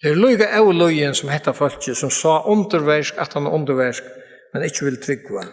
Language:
Faroese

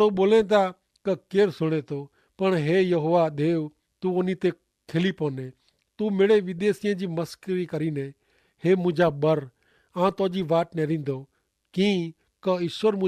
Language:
Kachhi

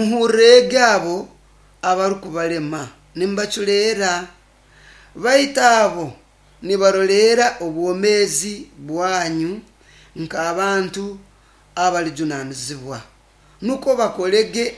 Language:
Nyoro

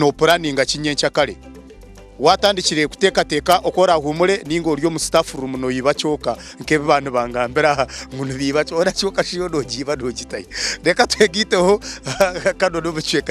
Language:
Nyankole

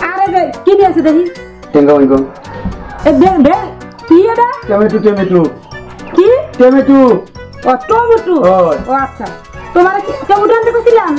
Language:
Sylheti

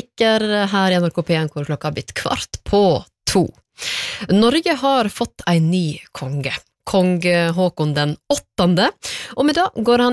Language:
Norwegian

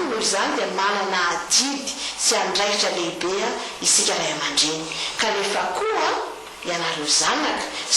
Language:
Malagasy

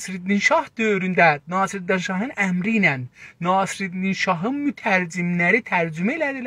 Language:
South Azerbaijani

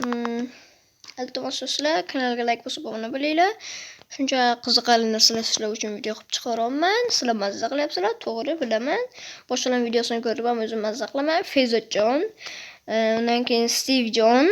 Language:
Uzbek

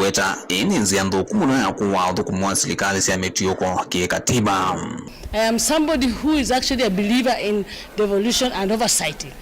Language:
Kamba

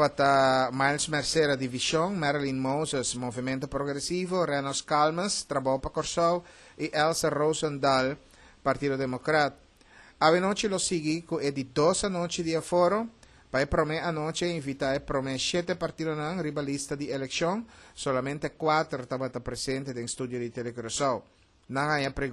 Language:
Papiamento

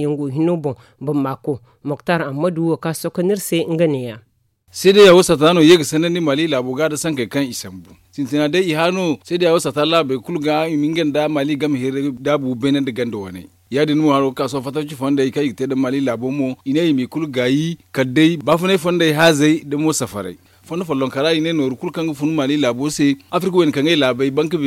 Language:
Zarma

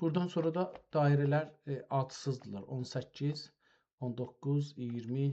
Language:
South Azerbaijani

